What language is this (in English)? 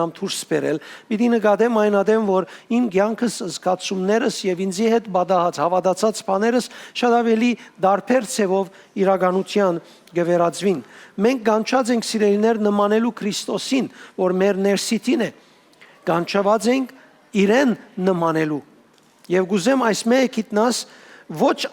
Western Armenian